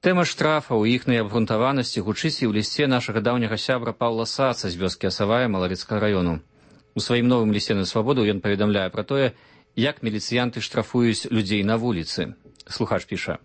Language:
Belarusian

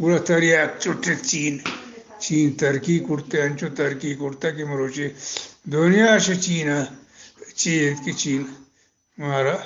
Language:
Eastern Balochi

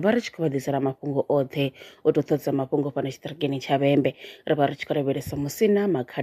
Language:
Venda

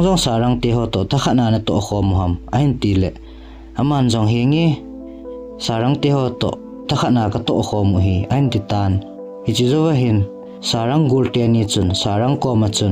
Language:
Thado Chin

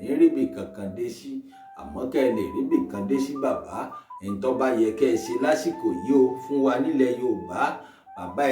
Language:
Yoruba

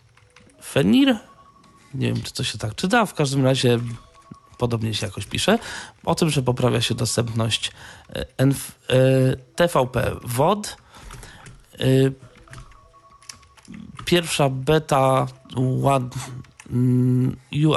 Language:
Polish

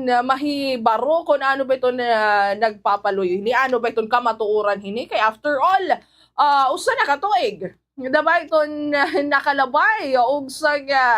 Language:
Waray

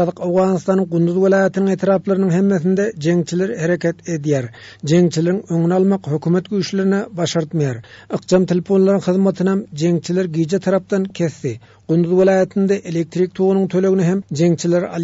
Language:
Turkmen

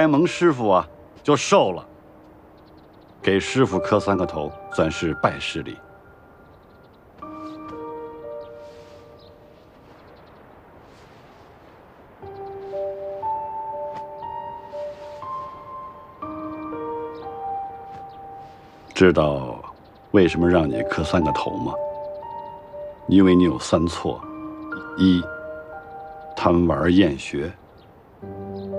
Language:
Chinese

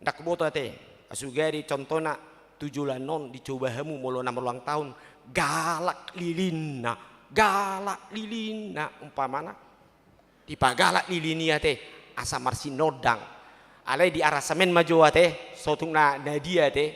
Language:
Batak Toba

